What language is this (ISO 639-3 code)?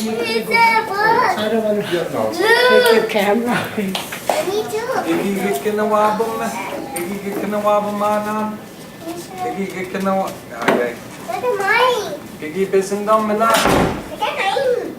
ciw